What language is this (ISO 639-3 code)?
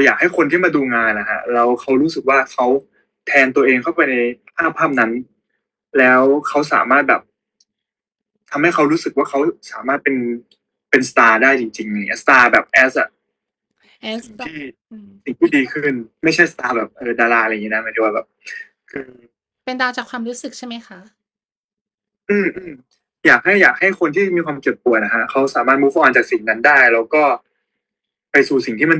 tha